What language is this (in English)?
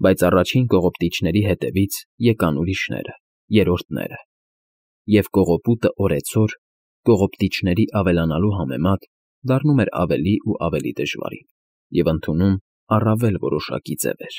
Armenian